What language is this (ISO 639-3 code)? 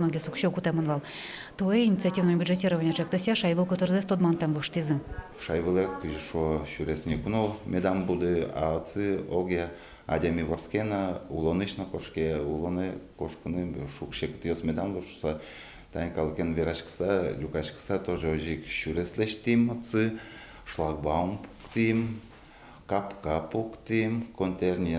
udm